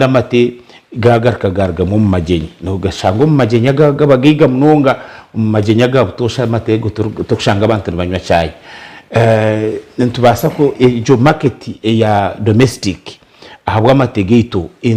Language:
Nyankole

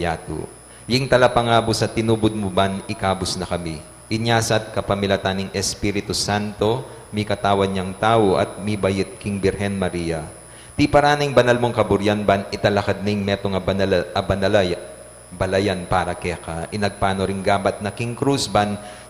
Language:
Pampanga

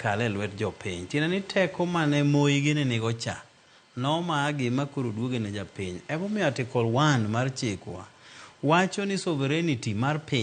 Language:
Luo (Kenya and Tanzania)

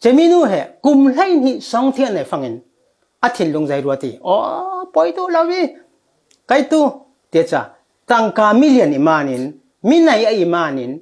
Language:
Falam Chin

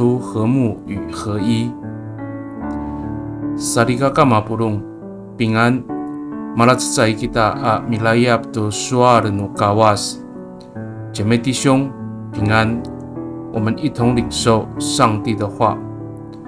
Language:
Amis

